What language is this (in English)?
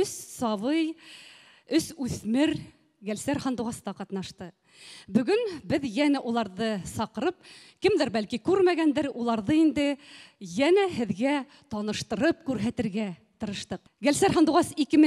Bashkir